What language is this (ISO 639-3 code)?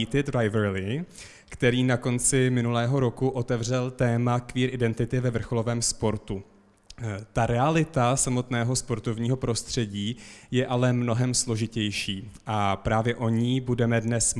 ces